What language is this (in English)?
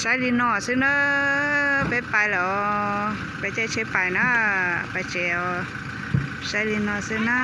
Hmong